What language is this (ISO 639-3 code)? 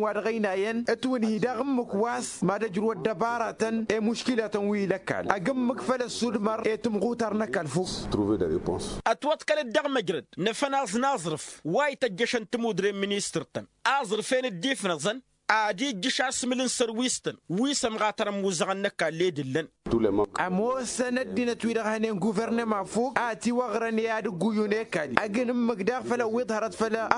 taq